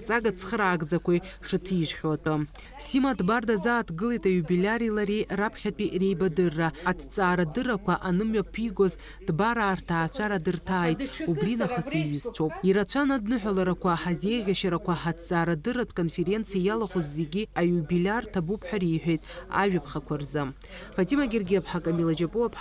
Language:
Abkhazian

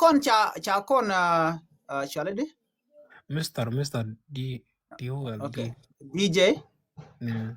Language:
Nuer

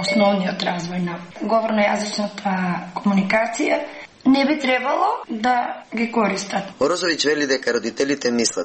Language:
Macedonian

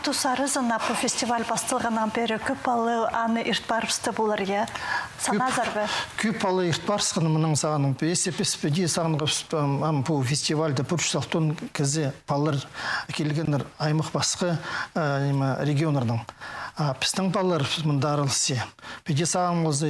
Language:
Khakas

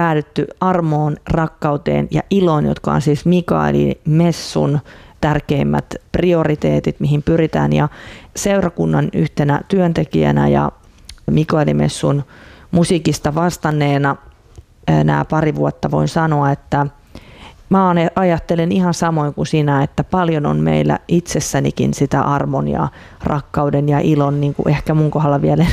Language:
Finnish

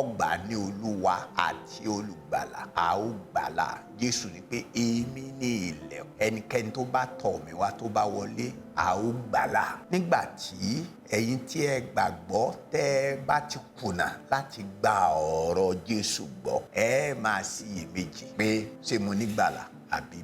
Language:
Yoruba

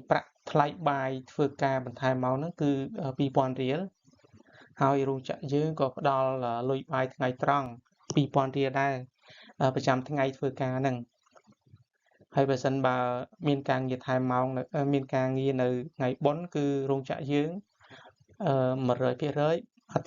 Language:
Khmer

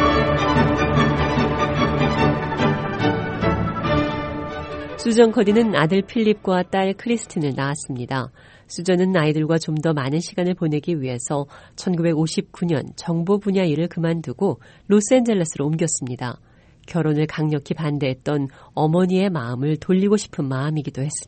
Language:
Korean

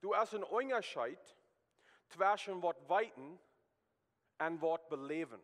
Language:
Plautdietsch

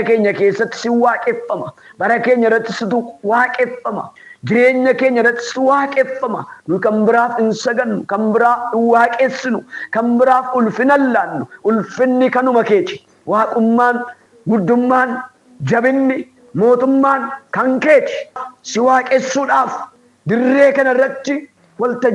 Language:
Oromo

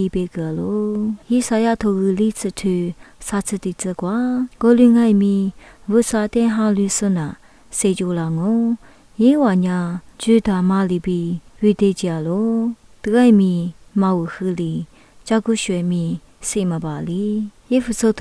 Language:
Lisu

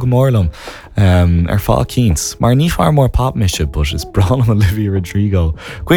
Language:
Irish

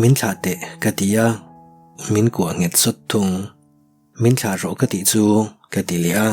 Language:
Mizo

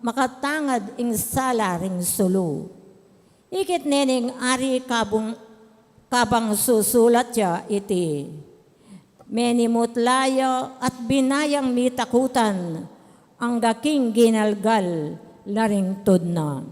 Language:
Pampanga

